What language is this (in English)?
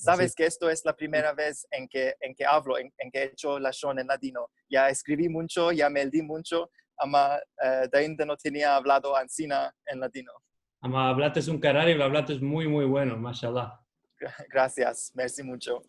Ladino